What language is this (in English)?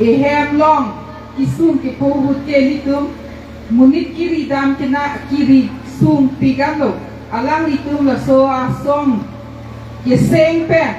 Karbi